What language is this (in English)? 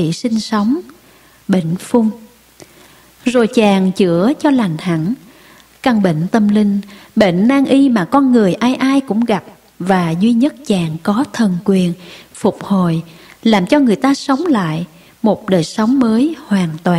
Vietnamese